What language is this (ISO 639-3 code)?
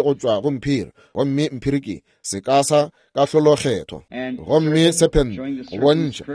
nso